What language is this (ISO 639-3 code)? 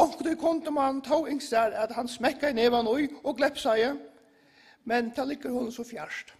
fao